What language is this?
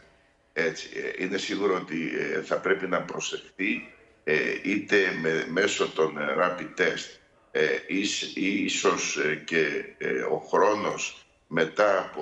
Greek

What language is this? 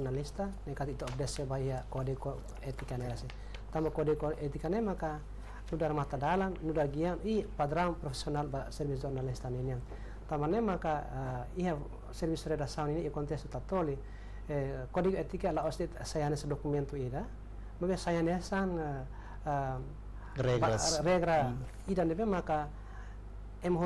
Tetum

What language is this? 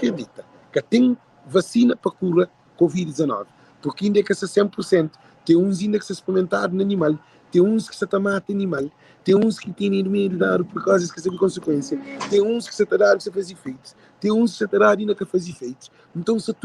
Kabuverdianu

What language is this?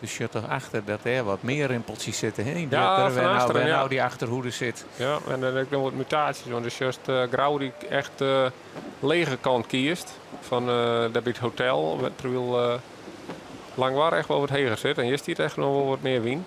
Western Frisian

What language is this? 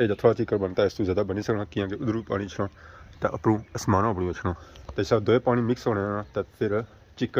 Pahari-Potwari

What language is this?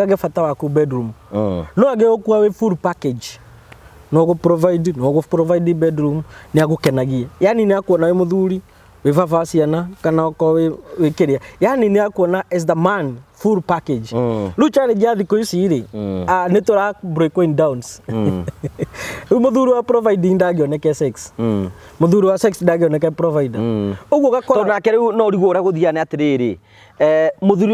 Kikuyu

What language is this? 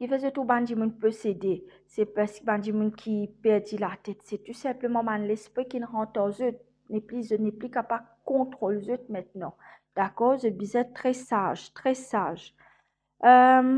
Morisyen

